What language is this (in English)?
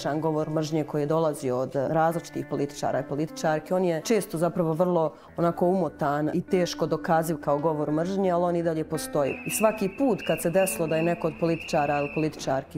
Bosnian